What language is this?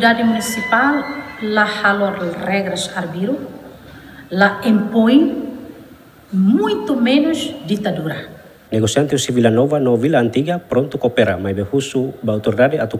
Tetum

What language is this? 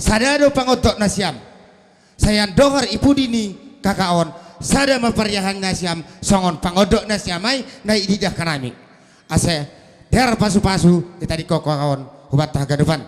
Batak Simalungun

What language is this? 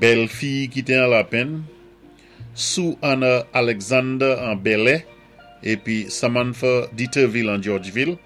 Saint Lucian Creole French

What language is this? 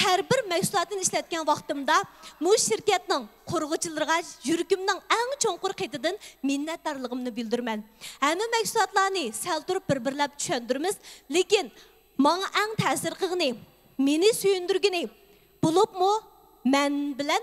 Uyghur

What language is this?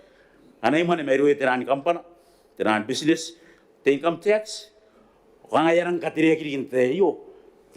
Gilbertese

